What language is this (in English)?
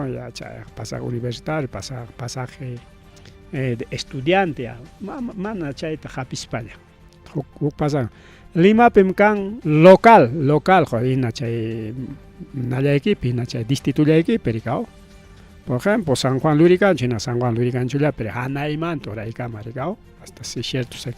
Ayacucho Quechua